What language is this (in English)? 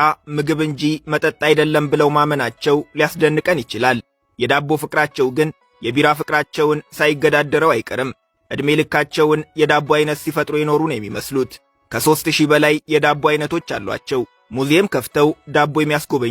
Amharic